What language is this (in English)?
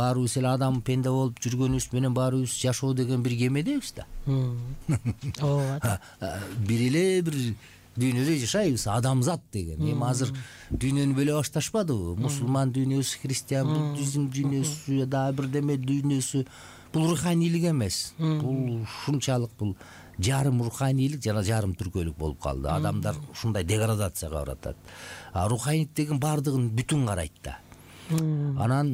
Kyrgyz